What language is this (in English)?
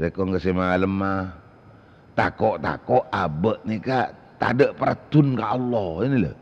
Madurese